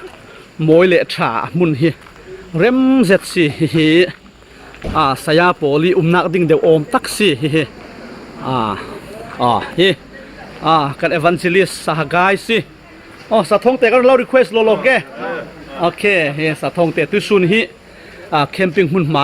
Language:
Falam Chin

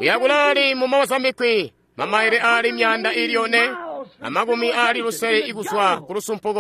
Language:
Tonga (Zambia)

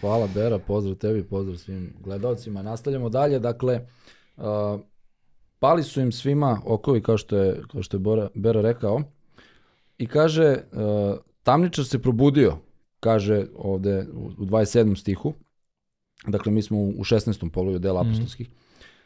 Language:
Serbian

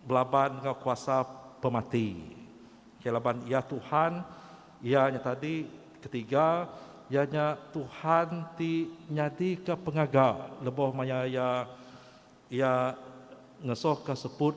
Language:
Iban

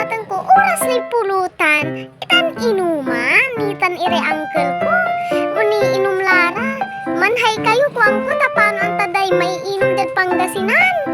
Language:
Pangasinan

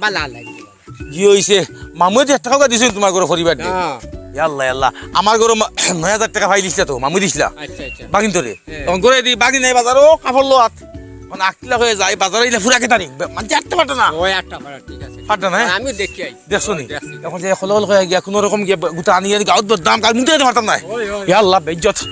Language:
Sylheti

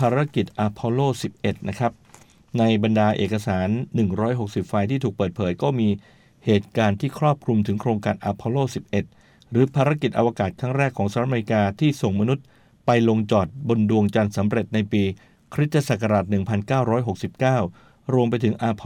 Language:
Thai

